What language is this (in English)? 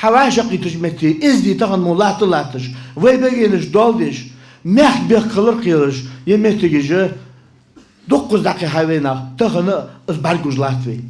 Ingush